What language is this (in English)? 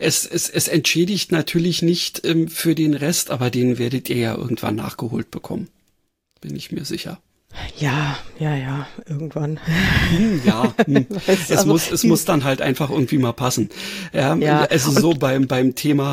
German